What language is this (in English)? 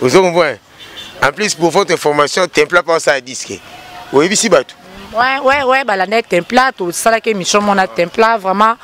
Lingala